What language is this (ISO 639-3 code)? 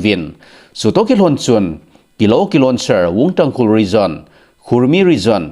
tcz